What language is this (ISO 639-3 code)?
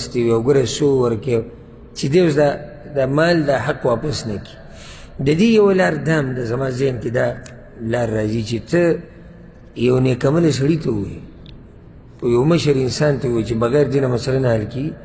pus